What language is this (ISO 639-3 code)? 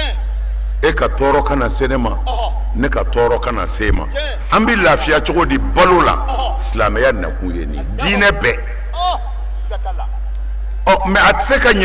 bam